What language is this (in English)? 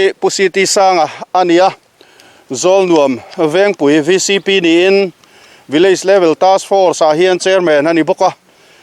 Mizo